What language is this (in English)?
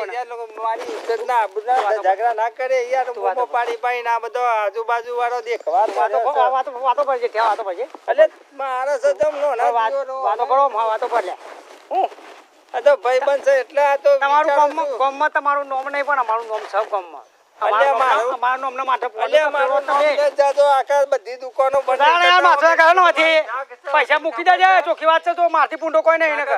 Gujarati